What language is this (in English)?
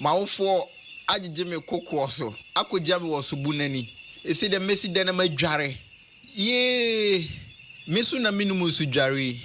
Akan